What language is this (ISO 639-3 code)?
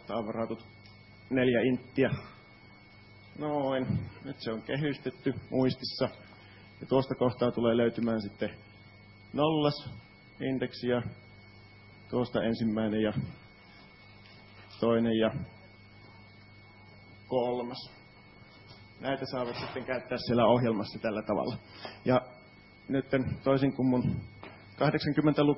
fin